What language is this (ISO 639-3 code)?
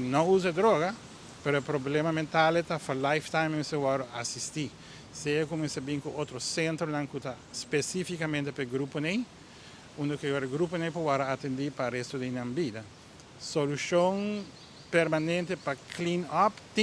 pap